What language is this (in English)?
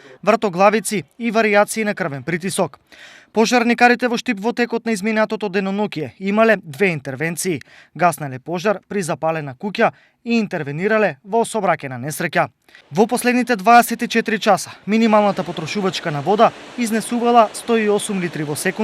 Macedonian